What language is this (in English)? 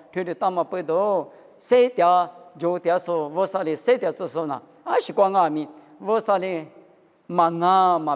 Lisu